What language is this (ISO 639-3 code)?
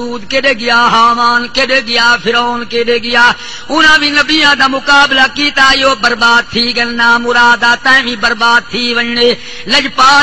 skr